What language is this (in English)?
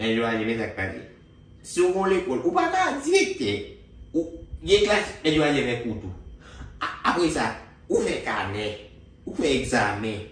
Haitian Creole